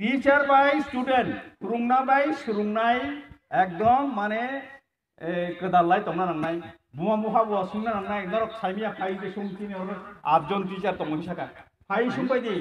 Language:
Kok Borok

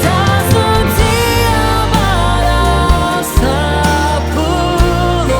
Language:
Abkhazian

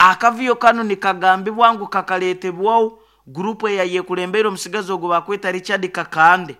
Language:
Nyoro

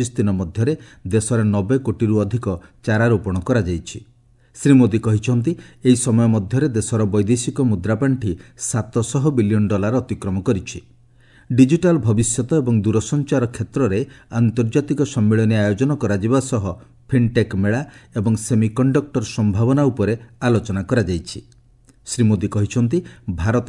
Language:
Odia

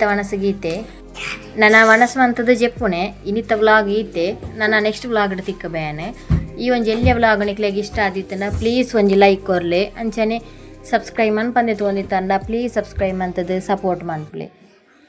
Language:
Tulu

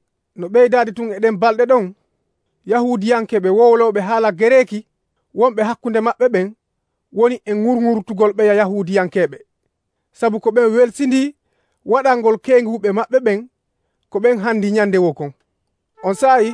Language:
Nigerian Fulfulde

